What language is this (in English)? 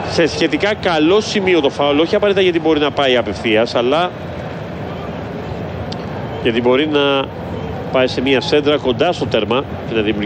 Greek